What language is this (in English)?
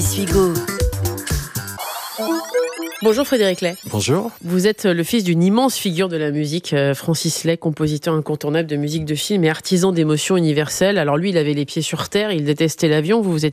French